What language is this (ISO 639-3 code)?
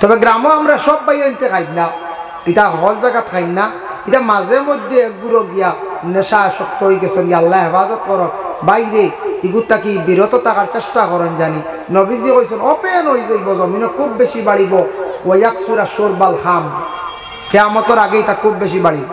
syl